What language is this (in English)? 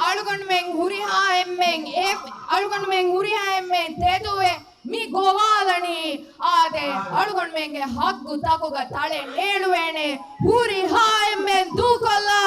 Divehi